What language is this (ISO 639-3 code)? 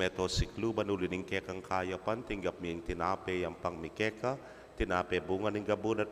pam